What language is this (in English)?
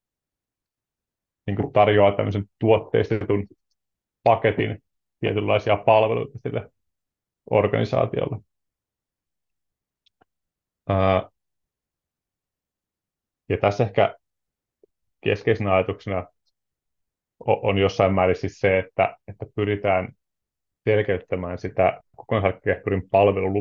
Finnish